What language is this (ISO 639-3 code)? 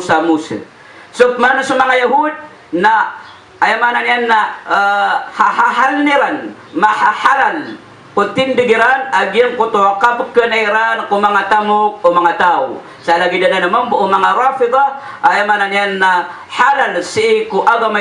mrw